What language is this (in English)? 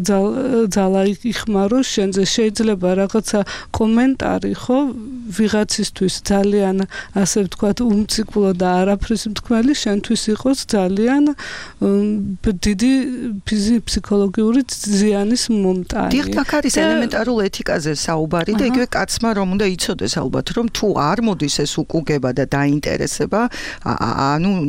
Georgian